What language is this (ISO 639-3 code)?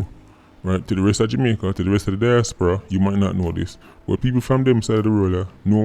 jam